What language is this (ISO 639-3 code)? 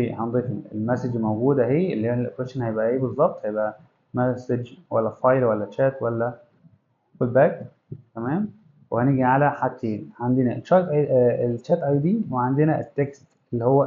arz